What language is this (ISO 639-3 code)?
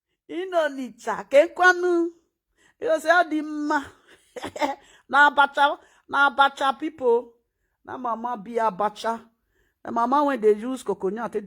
pcm